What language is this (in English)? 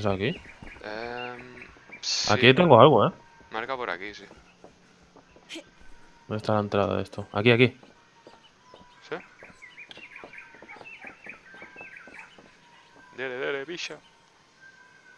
Spanish